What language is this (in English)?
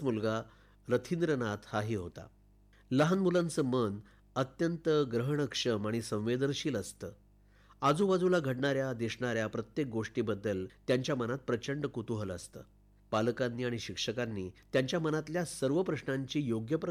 Marathi